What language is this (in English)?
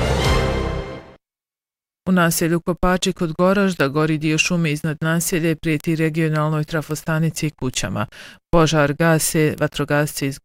Bosnian